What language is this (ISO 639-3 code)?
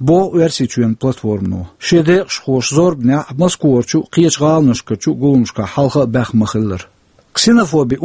che